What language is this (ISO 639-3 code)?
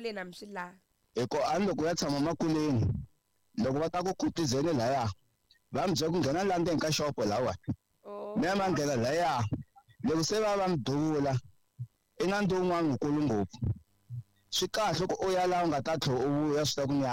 tso